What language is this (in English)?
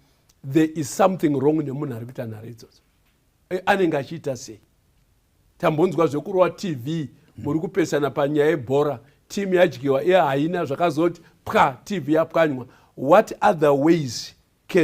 Shona